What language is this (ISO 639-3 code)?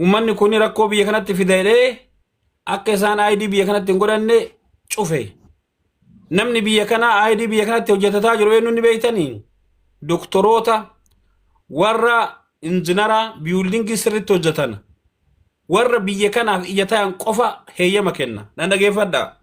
orm